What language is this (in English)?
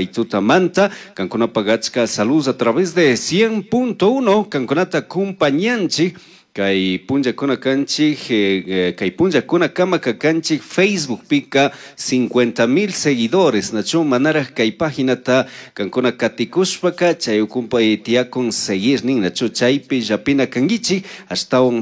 Chimborazo Highland Quichua